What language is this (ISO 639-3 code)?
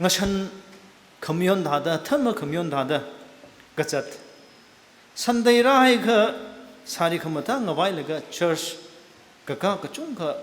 nmf